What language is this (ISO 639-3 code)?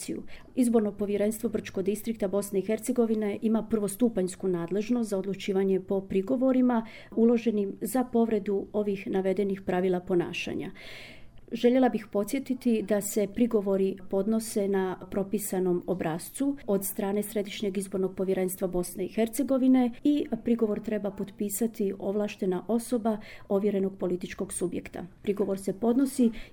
hrv